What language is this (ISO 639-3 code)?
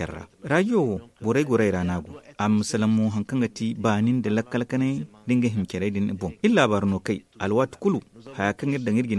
dje